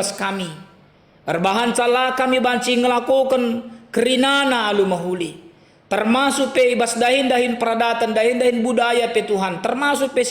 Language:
Batak Karo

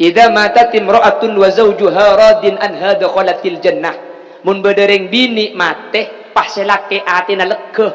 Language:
Madurese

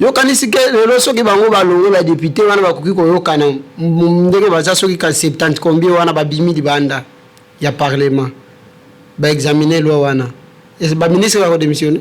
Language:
Lingala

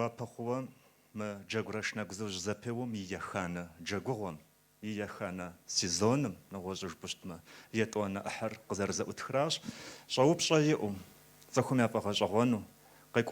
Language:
Kabardian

